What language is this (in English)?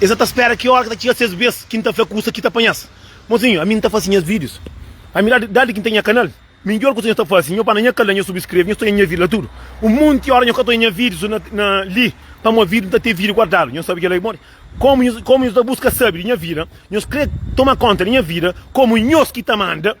Kabuverdianu